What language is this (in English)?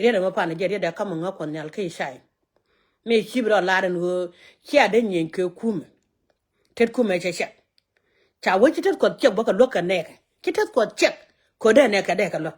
Nuer